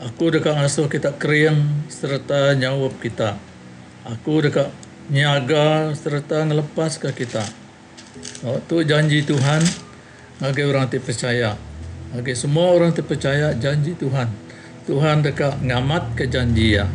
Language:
Iban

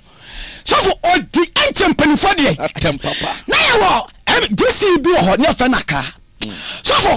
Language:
Akan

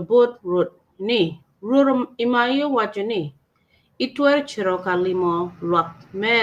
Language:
Acoli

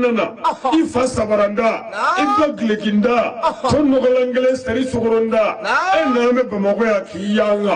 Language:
Bambara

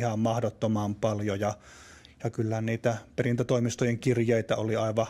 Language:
Finnish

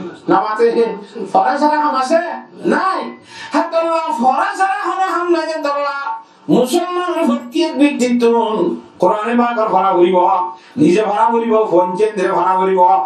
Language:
Rohingya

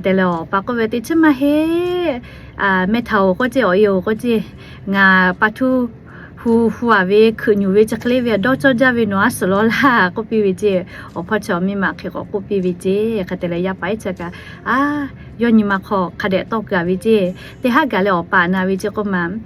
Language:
Lahu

